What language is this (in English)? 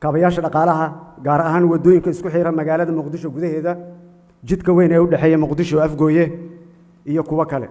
Somali